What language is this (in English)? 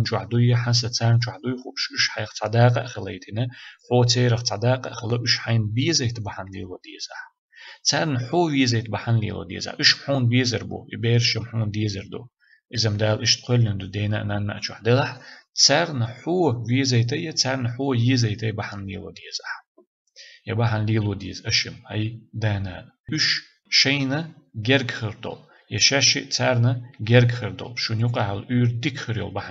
Chechen